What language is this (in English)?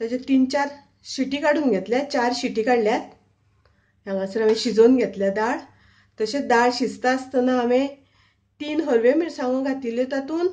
Konkani